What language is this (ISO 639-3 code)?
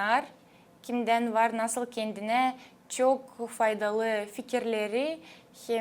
gag